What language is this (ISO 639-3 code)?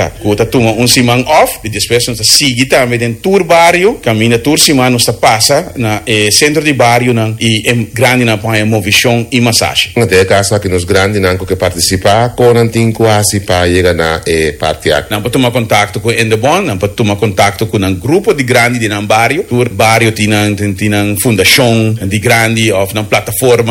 pap